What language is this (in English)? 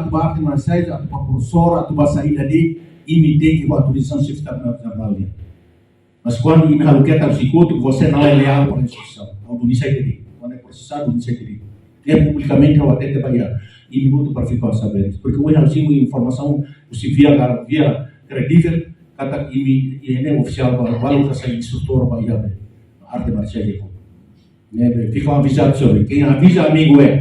Tetum